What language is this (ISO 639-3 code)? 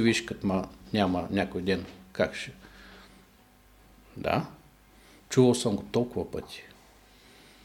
bul